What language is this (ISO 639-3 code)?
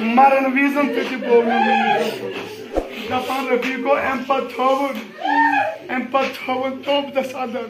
kas